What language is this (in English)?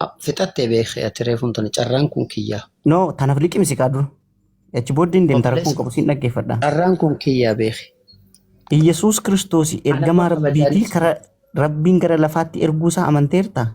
Oromo